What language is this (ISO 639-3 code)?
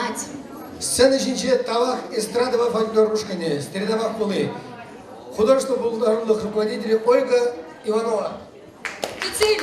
chv